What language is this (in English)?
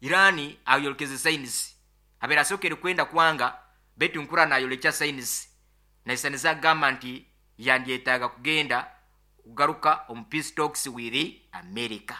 Nyoro